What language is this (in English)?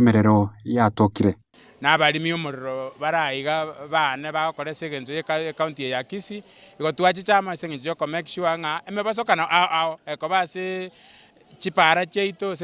Gusii